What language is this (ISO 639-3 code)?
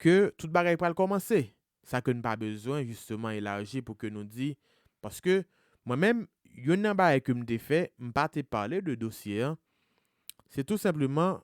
hat